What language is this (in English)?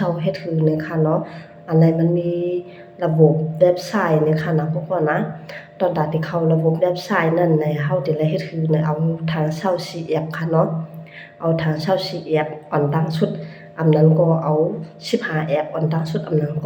Shan